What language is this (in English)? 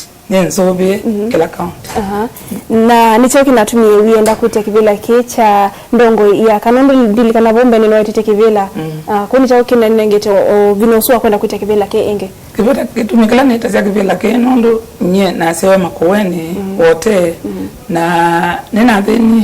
Kamba